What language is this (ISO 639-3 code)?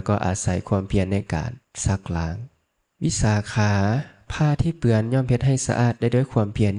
lao